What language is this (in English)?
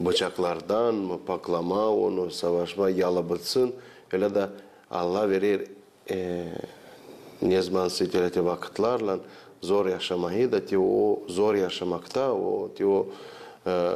Gagauz